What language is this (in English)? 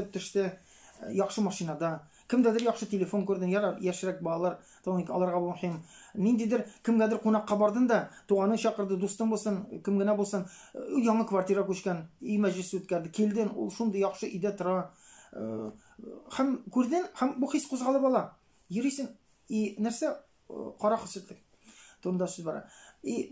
Tatar